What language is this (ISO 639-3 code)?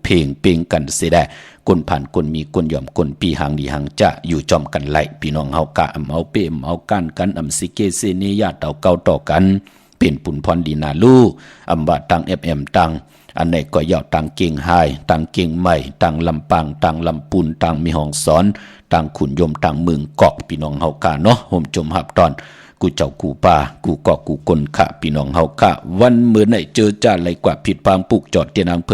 shn